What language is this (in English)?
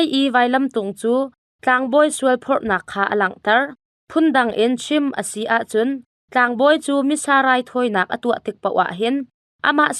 Hakha Chin